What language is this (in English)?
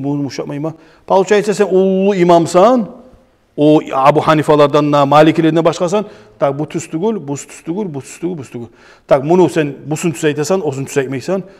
Kumyk